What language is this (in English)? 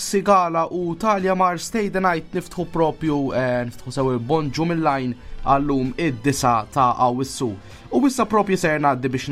Maltese